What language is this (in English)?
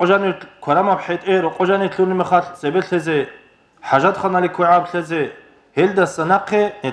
Avaric